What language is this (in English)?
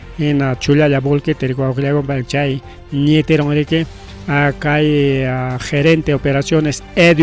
Ayacucho Quechua